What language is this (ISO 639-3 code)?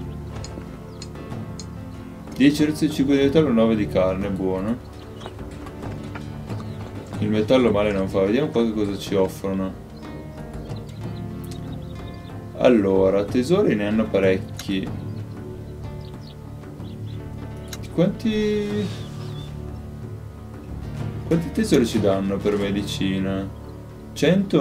ita